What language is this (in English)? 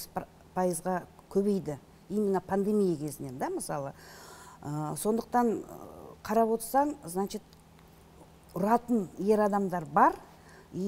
Kazakh